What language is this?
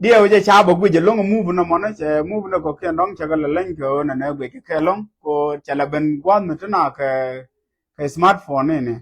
Nuer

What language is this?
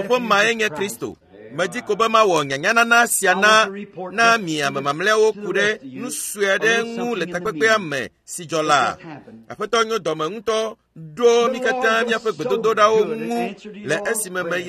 Ewe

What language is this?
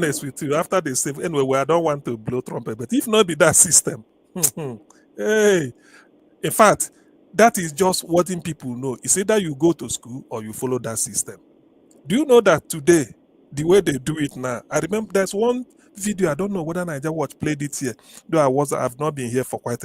Nigerian Pidgin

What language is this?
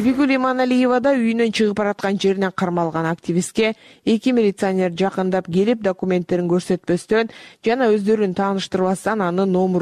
Kyrgyz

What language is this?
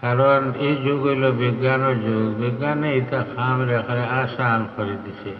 Sylheti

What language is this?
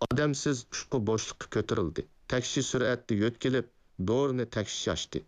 Uyghur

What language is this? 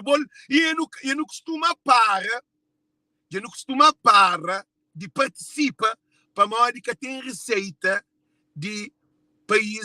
Kabuverdianu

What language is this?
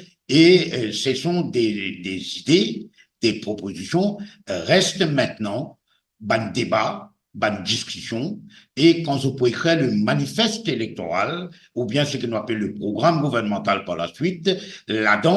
Morisyen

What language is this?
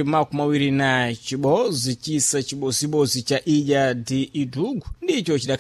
Sena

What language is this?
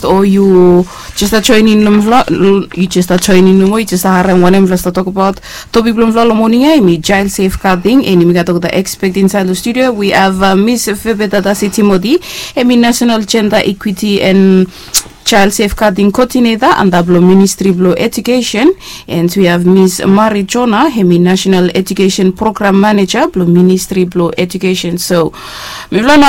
Bislama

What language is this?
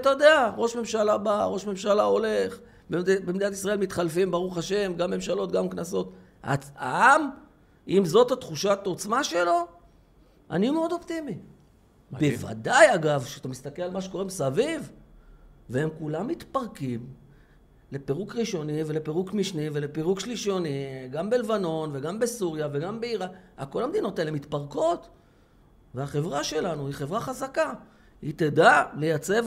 Hebrew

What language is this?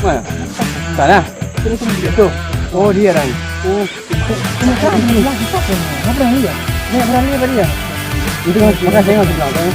Manado Malay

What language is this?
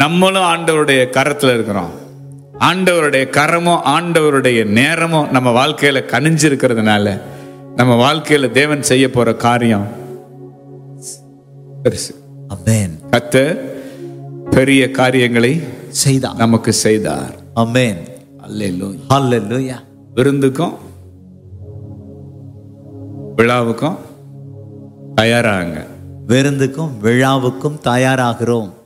Tamil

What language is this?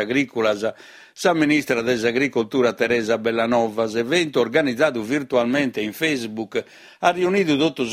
Sardinian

